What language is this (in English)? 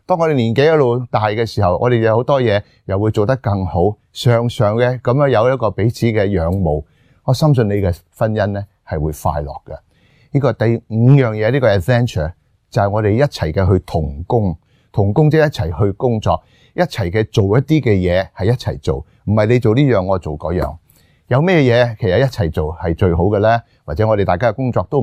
Cantonese